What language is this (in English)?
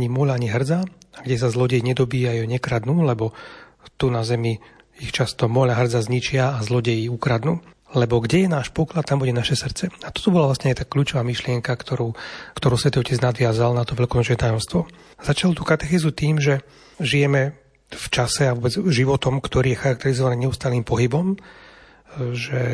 Slovak